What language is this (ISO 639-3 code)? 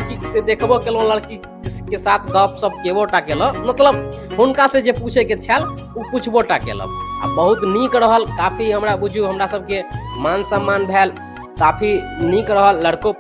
mai